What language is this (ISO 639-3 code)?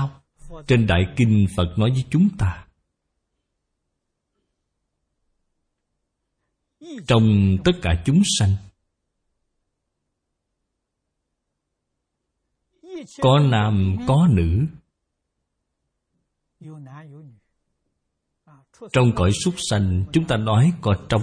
vie